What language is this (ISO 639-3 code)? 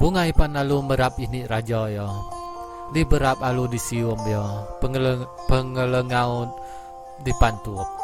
iba